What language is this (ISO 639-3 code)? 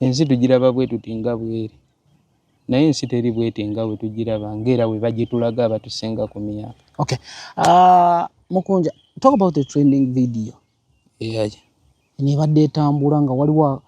lug